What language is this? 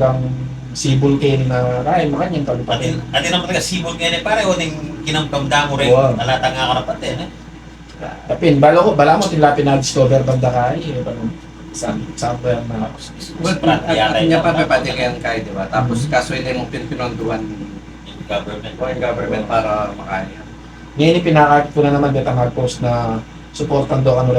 Pampanga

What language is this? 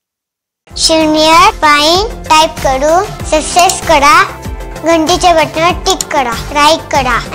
Marathi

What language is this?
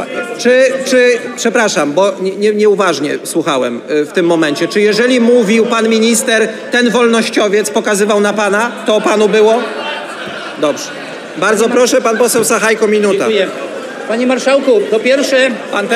Polish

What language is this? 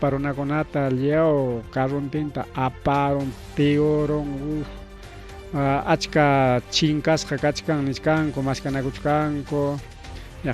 Ayacucho Quechua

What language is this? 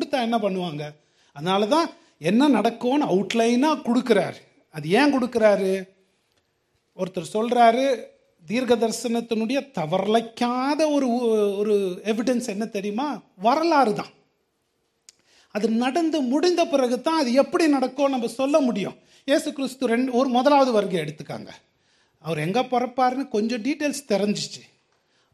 Tamil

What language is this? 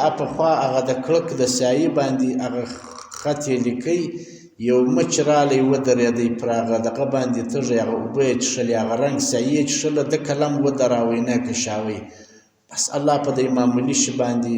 Pashto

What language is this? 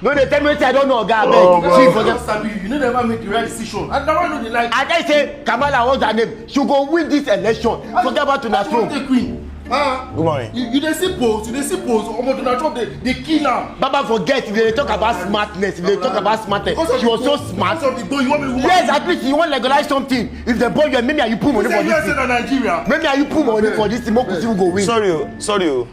Nigerian Pidgin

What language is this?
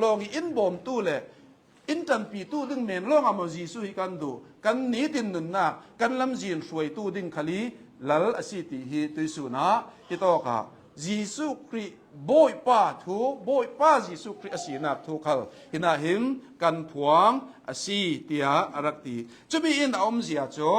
Hakha Chin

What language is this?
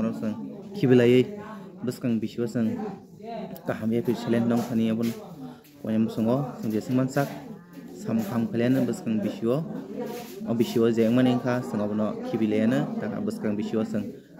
Kok Borok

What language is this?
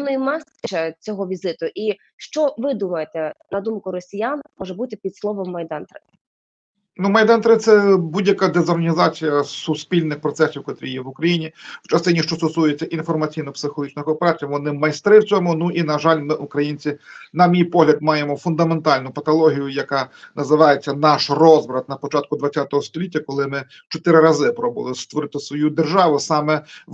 Ukrainian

